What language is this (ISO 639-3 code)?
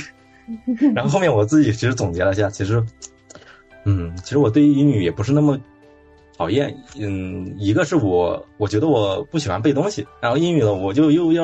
zho